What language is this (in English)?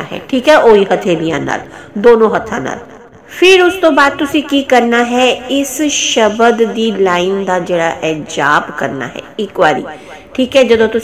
Punjabi